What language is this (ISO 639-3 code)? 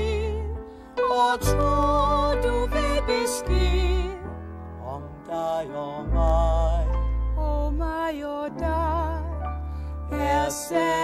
dan